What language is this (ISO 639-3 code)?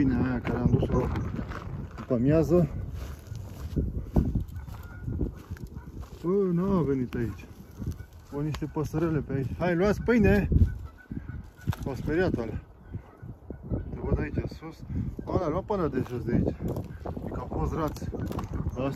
ron